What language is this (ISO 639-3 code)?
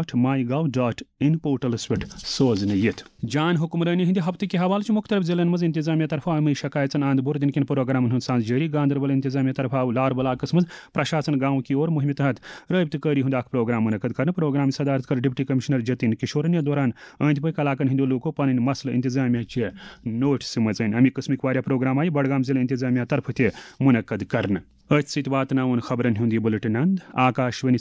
kas